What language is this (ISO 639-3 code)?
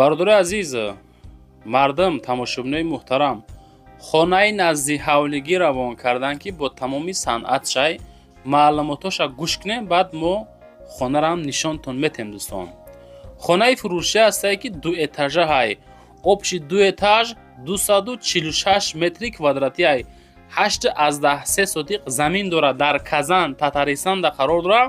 tgk